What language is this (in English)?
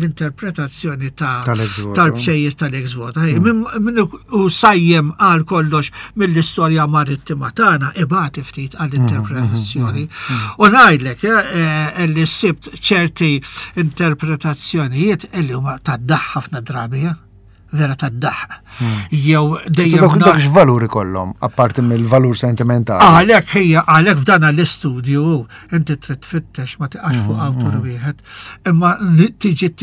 Maltese